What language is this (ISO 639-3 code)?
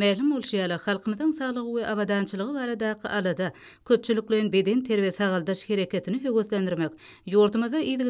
tuk